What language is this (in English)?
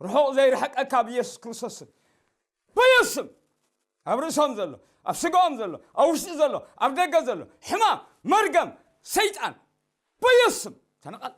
Tigrinya